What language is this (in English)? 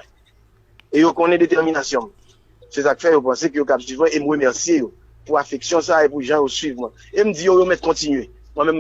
Haitian Creole